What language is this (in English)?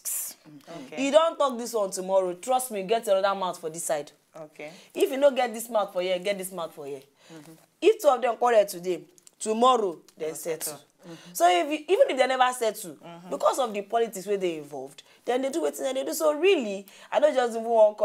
Nigerian Pidgin